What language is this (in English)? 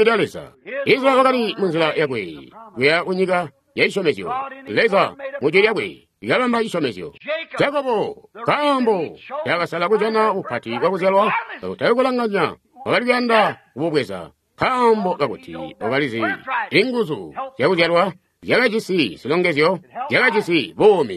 Tonga (Zambia)